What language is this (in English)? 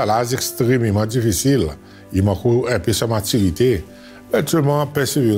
Seselwa Creole French